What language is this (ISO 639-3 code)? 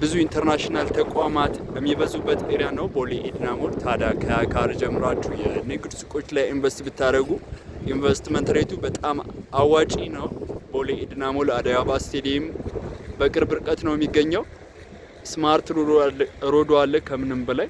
amh